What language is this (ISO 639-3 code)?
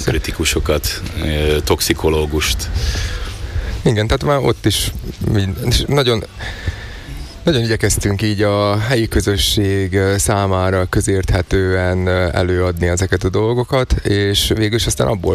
hun